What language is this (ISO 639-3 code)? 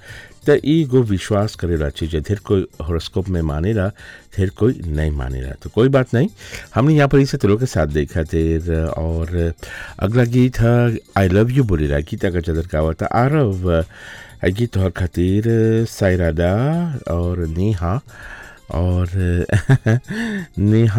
bho